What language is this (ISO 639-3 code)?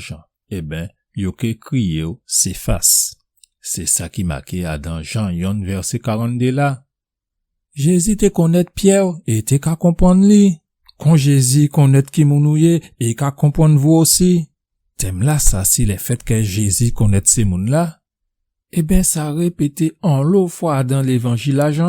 gcf